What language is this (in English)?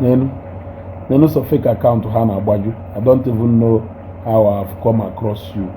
Igbo